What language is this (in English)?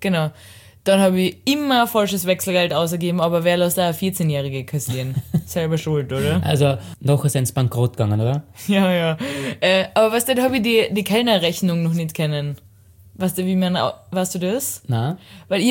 German